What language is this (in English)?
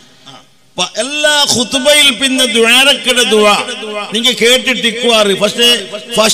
Malayalam